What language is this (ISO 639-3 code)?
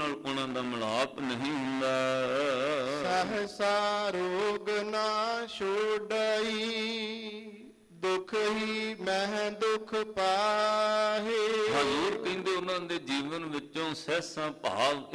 pan